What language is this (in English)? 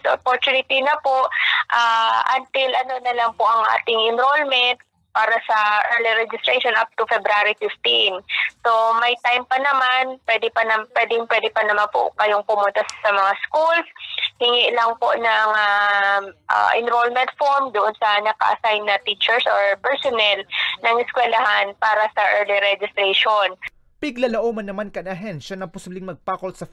Bikol